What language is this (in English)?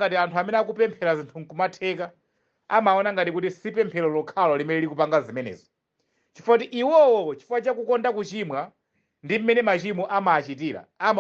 Nyanja